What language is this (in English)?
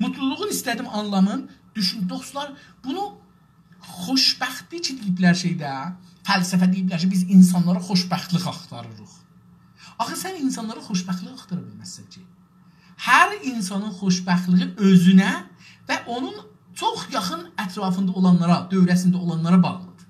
South Azerbaijani